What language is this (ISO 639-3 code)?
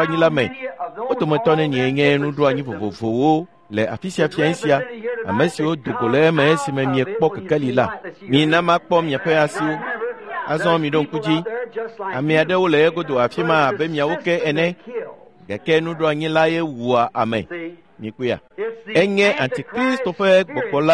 ewe